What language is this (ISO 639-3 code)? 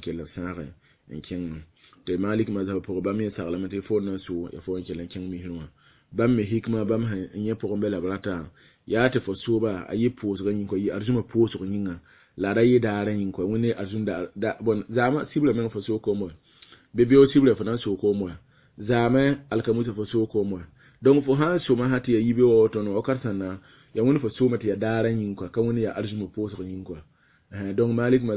mos